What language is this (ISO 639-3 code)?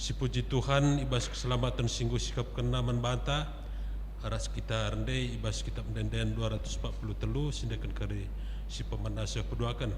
btx